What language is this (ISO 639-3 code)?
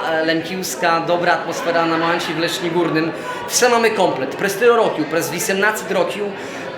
rue